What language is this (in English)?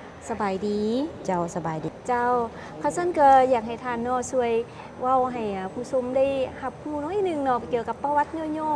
Lao